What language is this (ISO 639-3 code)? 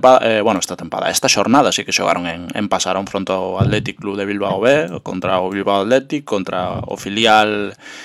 glg